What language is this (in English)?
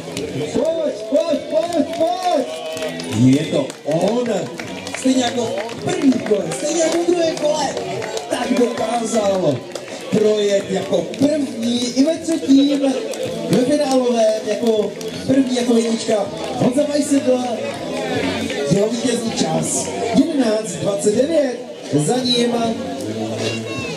Czech